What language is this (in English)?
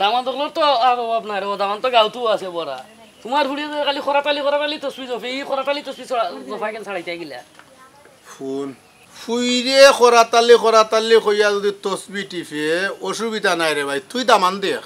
Sylheti